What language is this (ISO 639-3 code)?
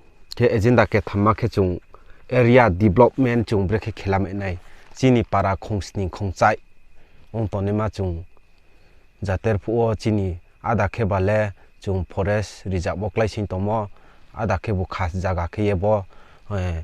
ria